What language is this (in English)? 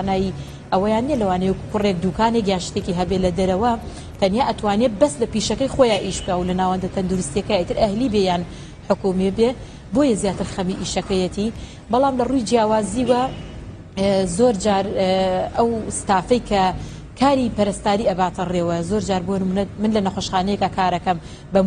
Central Kurdish